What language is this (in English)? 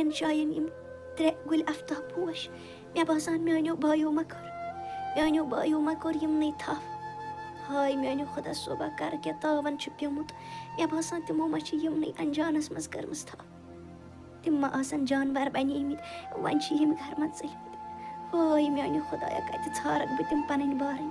Kashmiri